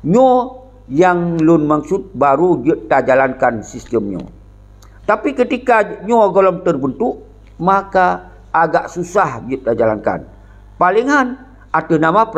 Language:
Achinese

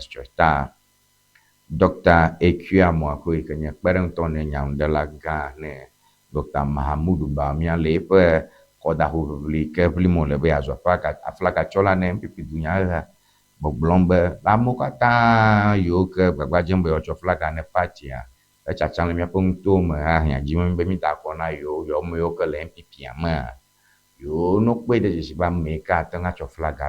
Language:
Ewe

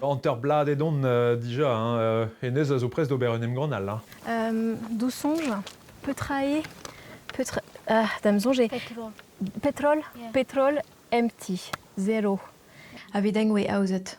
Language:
Breton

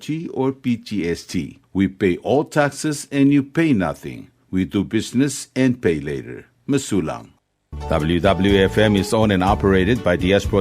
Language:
Palauan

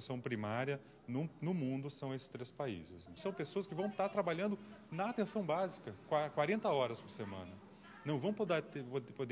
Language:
Portuguese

